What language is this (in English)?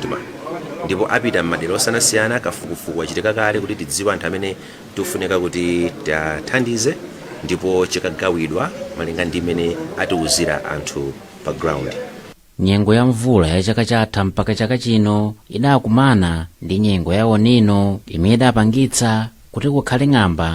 Nyanja